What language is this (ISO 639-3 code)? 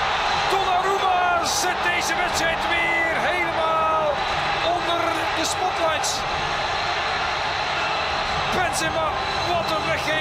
nld